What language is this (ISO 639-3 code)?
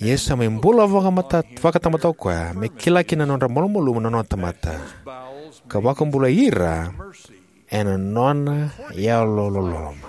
fij